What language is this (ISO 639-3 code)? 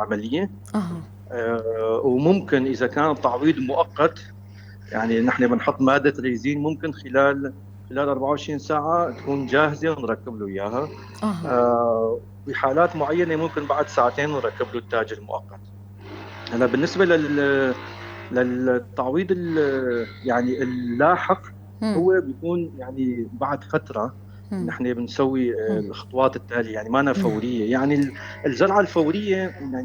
apc